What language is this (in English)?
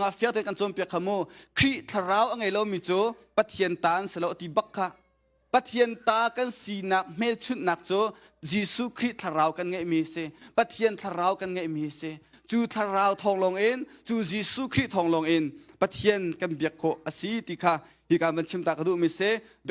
Hakha Chin